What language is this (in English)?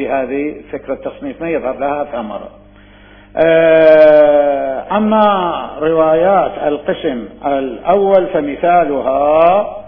Mesopotamian Arabic